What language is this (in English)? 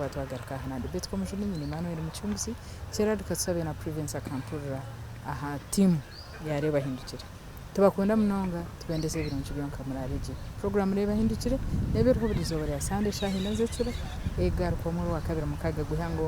Nyankole